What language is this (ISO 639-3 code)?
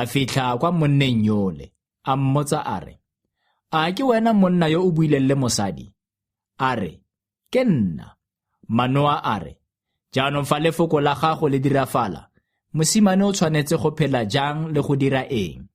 tsn